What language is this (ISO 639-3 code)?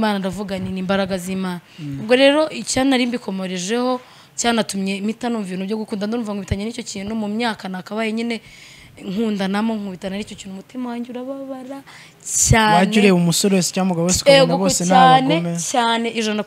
kin